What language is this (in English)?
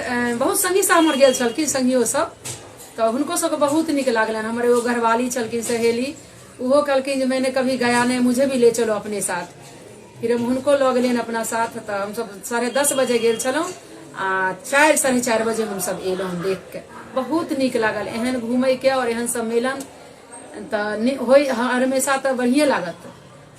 Maithili